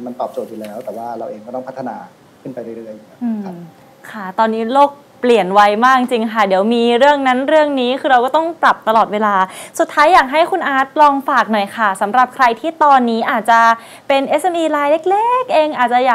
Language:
Thai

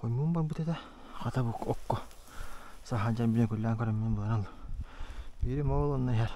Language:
Yakut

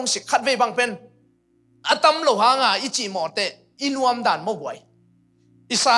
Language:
Tedim Chin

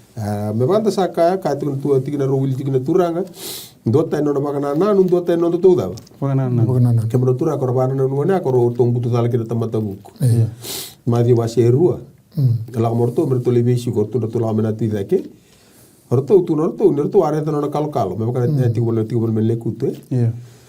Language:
Fijian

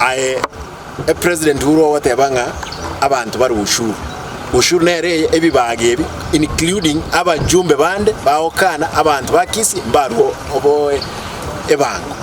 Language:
Gusii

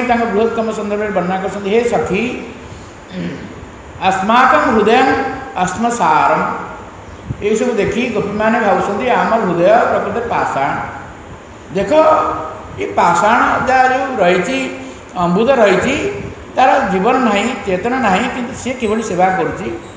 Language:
Odia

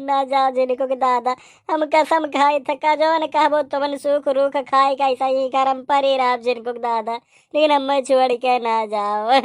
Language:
Awadhi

